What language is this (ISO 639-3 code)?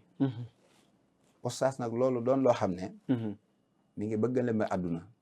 wol